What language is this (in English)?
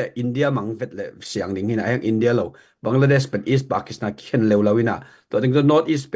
Tedim Chin